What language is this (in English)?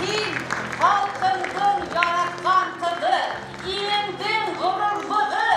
Bashkir